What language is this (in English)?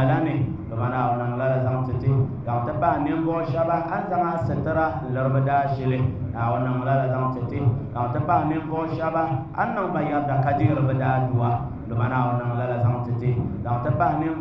Dagbani